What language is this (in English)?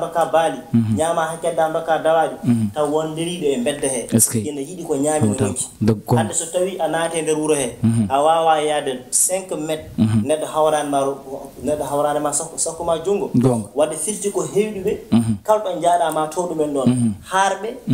Fula